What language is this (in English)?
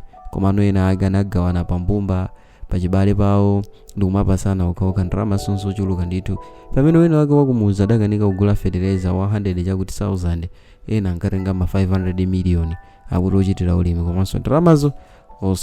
Nyanja